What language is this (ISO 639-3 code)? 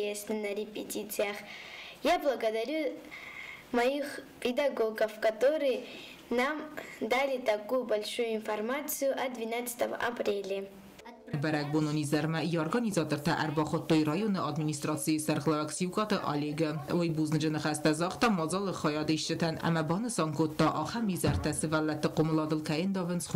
oss